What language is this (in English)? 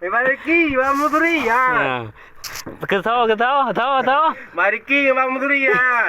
Achinese